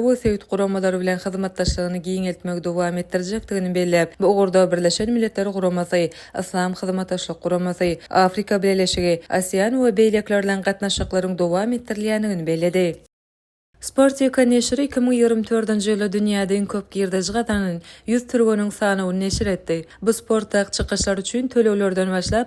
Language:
Turkmen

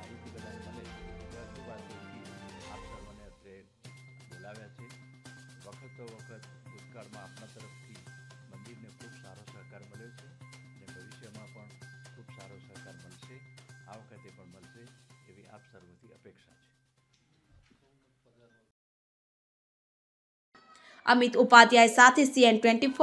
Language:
Gujarati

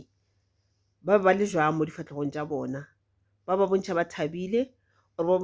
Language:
Northern Sotho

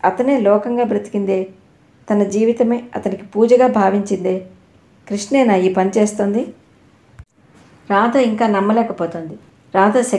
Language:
Telugu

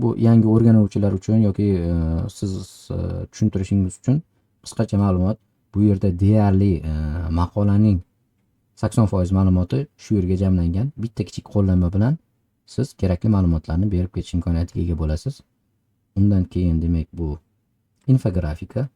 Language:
Uzbek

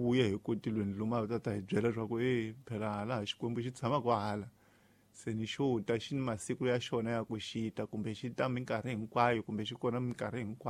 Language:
Tsonga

